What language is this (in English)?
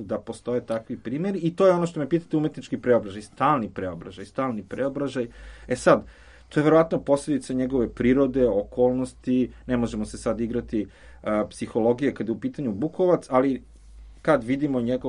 Serbian